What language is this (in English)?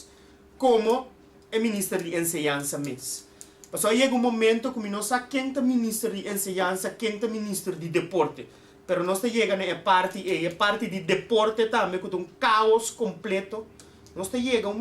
Papiamento